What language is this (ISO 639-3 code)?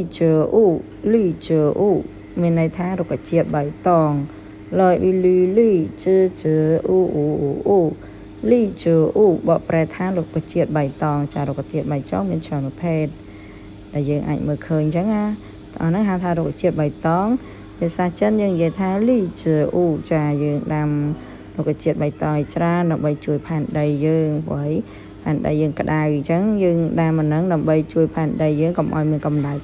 khm